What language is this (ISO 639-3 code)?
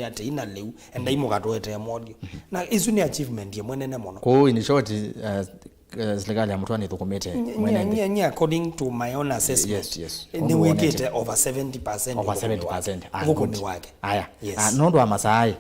kam